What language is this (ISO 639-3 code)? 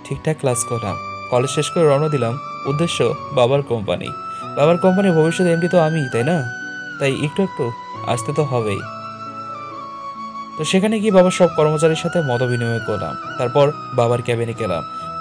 ben